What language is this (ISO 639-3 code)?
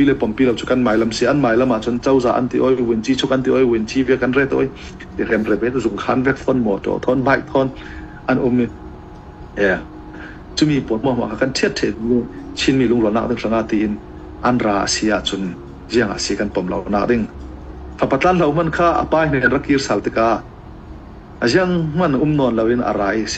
cnh